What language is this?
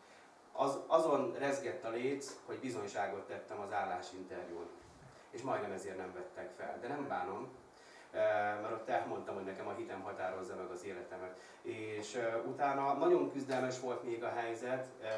Hungarian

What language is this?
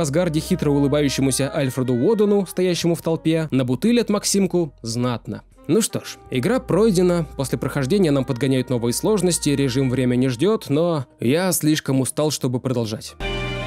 Russian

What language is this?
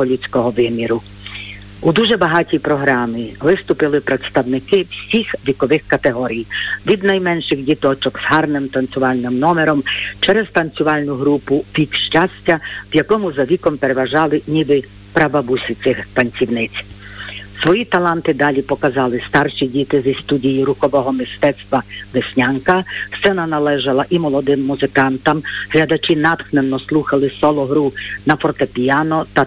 Ukrainian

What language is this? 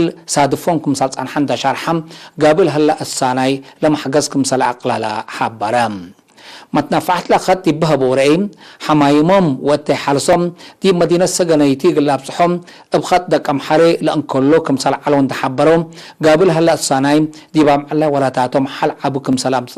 Tigre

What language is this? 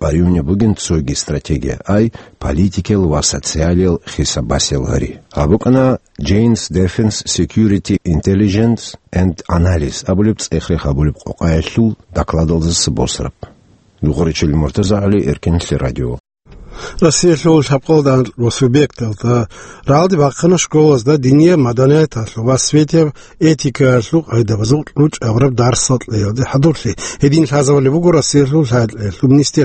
Avaric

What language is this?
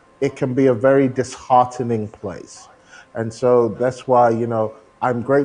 English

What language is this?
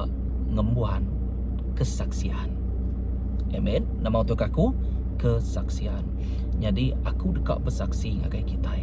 Iban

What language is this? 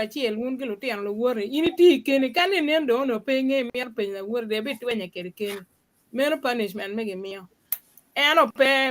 Acoli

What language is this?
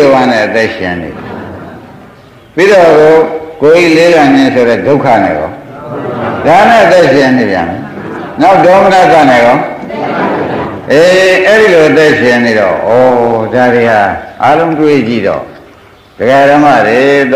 Burmese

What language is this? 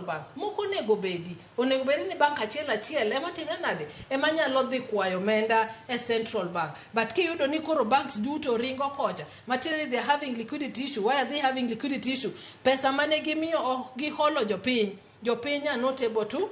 Luo (Kenya and Tanzania)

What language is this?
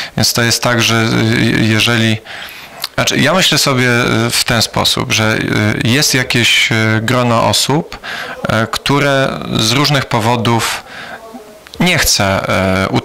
Polish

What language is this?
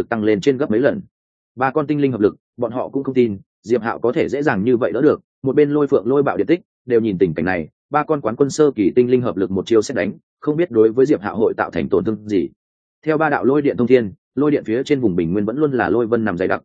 Vietnamese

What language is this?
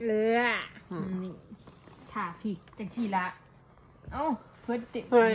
Northeastern Thai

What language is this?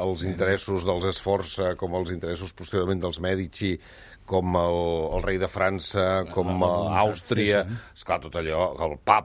Catalan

